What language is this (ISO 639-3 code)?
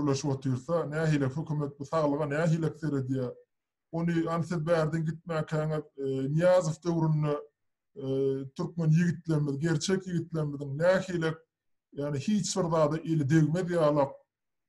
tuk